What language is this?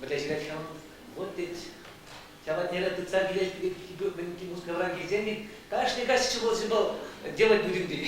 Chuvash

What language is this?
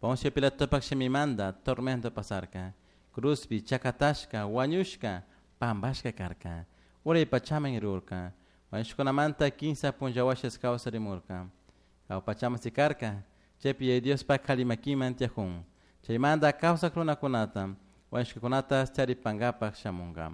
Chimborazo Highland Quichua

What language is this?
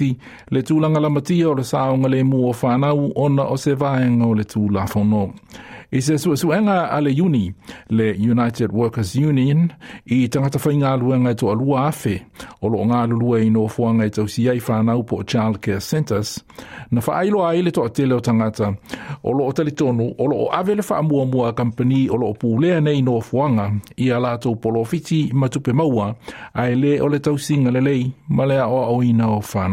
Samoan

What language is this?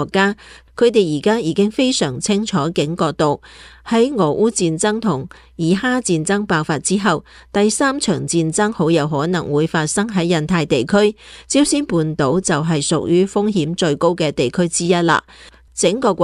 Cantonese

